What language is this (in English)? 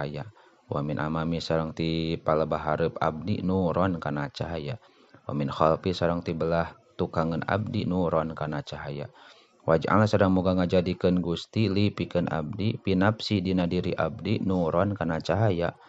Sundanese